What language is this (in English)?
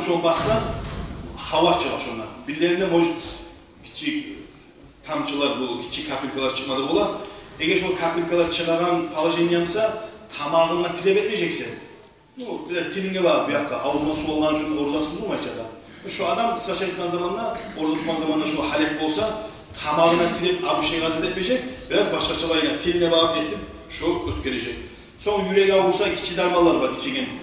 Kumyk